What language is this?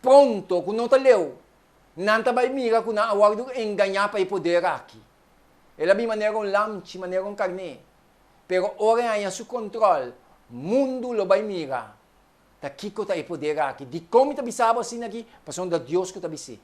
Papiamento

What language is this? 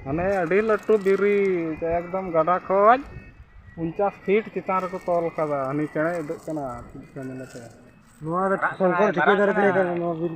Santali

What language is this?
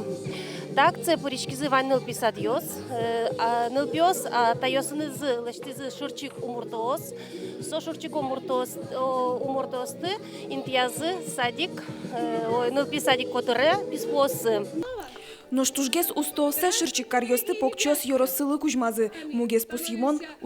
Udmurt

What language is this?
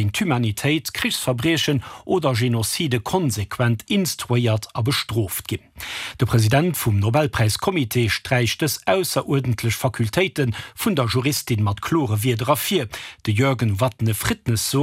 Luxembourgish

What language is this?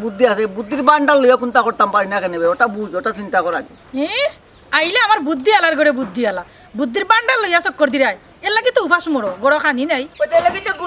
Sylheti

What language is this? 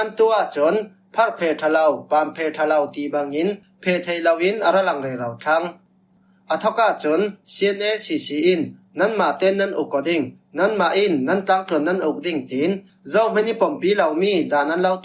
Falam Chin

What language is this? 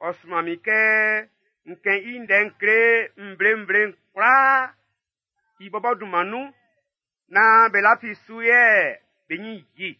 Baoulé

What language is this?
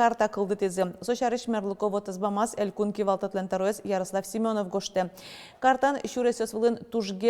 Udmurt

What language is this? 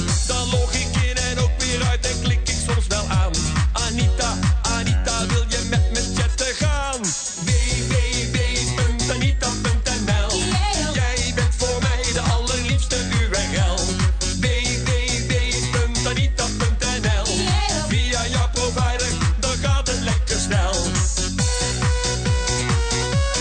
Dutch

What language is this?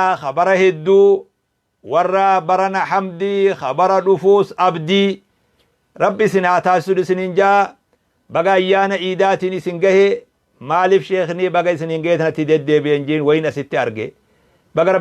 Oromo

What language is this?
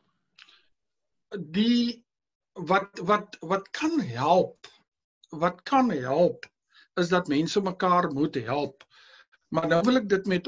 Afrikaans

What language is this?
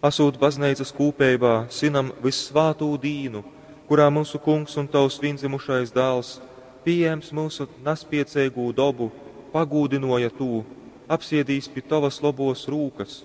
Latgalian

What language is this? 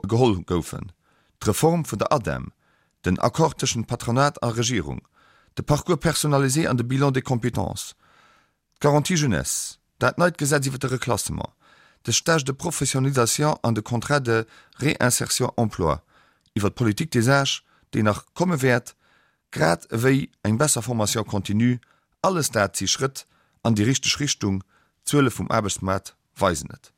Luxembourgish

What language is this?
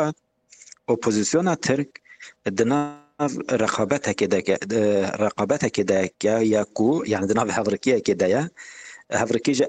Kurdish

